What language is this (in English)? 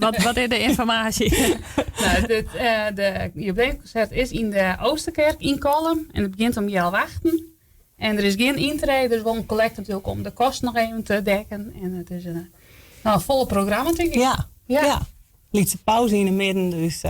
Western Frisian